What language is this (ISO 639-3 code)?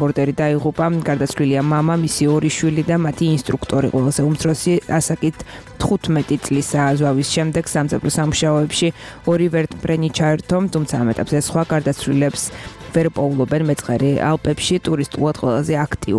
kat